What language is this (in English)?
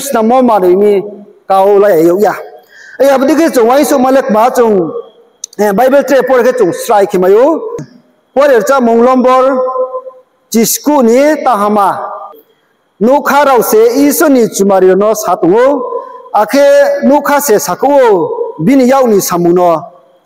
Riang (India)